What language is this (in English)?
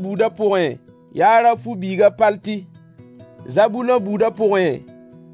Mossi